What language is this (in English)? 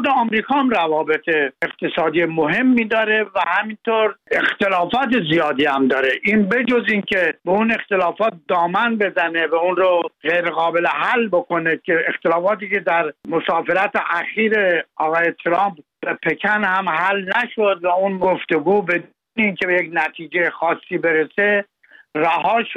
Persian